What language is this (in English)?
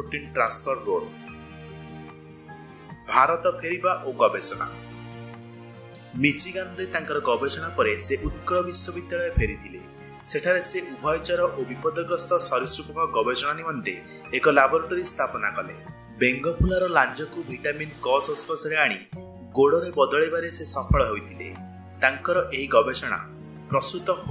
Odia